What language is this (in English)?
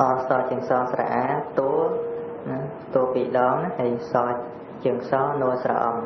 Khmer